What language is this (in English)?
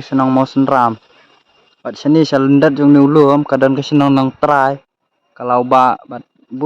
Khasi